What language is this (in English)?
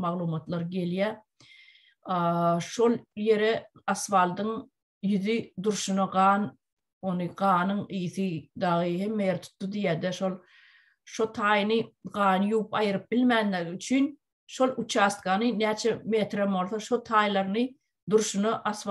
Turkmen